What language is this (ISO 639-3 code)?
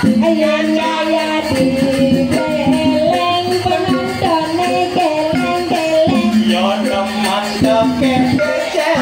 ban